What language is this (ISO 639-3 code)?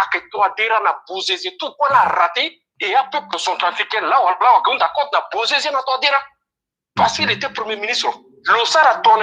sag